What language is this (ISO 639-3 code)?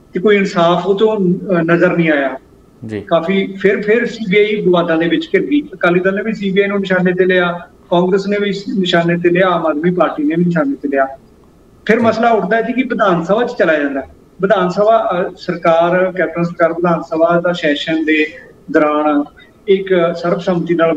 pan